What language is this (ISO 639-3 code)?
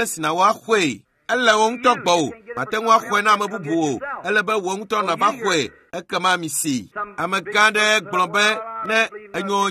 ewe